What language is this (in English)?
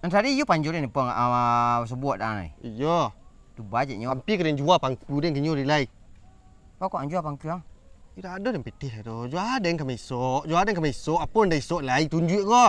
Minangkabau